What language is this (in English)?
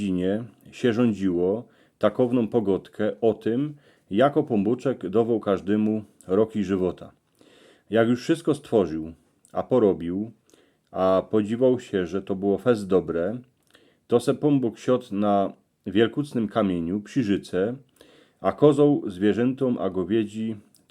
Silesian